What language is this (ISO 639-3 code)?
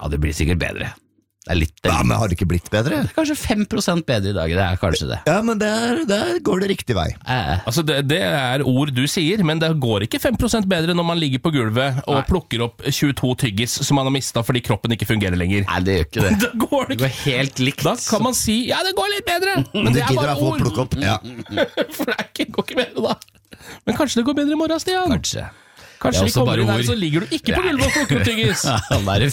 nor